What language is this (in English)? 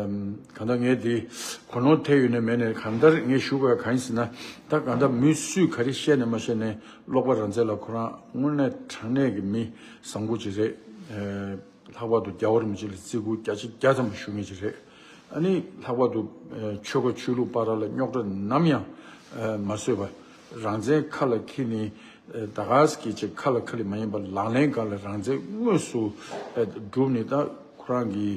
Tibetan